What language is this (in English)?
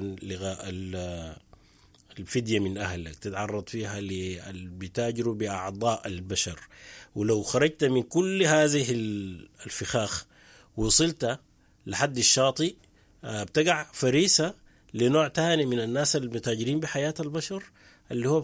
Sudanese Arabic